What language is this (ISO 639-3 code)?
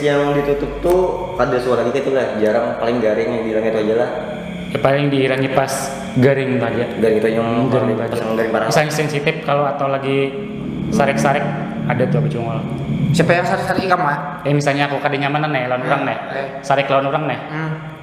bjn